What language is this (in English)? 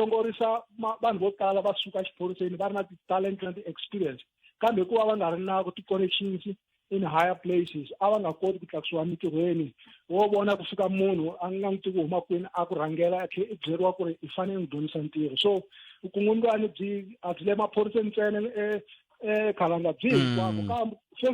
Tsonga